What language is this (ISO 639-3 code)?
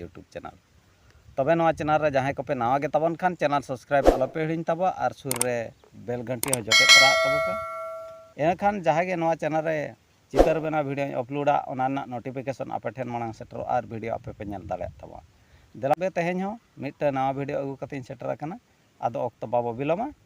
sat